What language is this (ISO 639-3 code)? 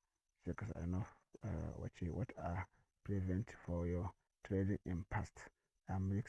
hau